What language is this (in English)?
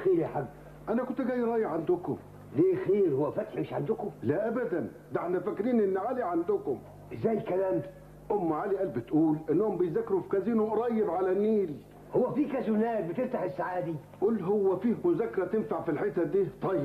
Egyptian Arabic